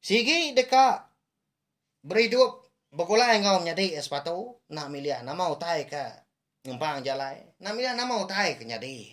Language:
Iban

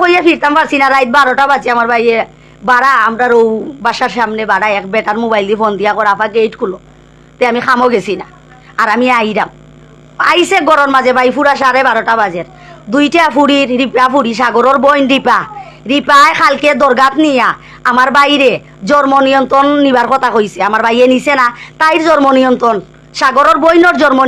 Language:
Sylheti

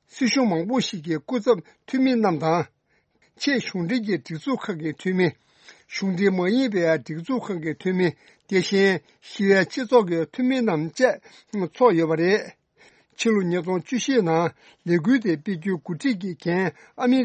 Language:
Tibetan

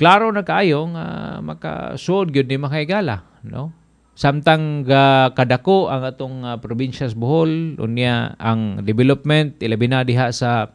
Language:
Cebuano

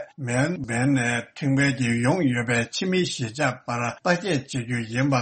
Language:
Tibetan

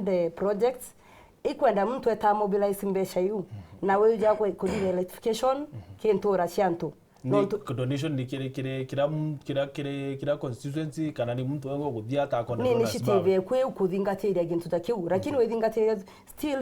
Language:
Meru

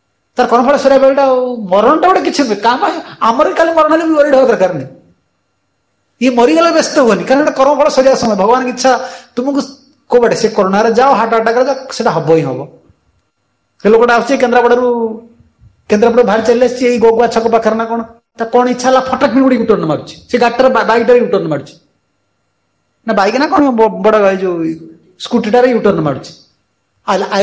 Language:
Odia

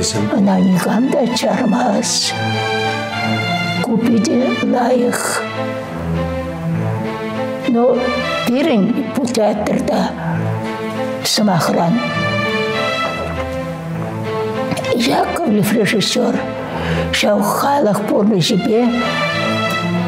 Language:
Chuvash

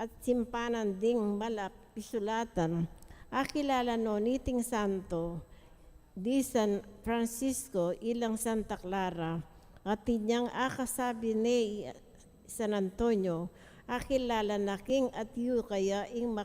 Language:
Pampanga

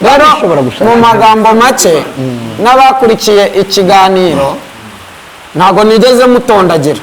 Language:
Kinyarwanda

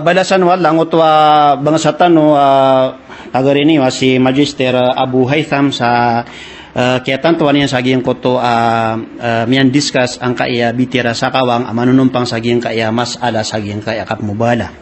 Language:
Maranao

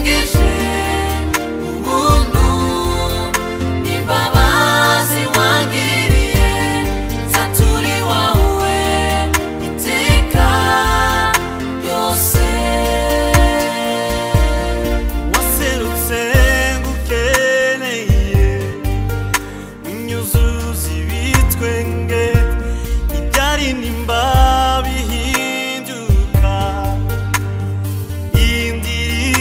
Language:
Kinyarwanda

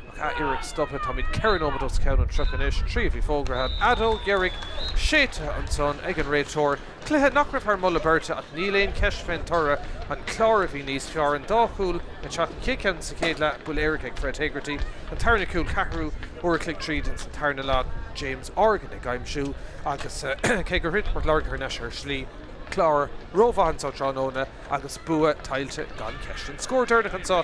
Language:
Irish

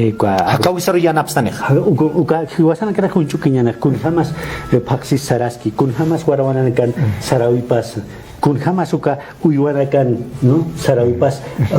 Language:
Aymara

